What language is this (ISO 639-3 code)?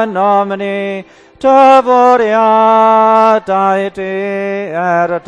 cym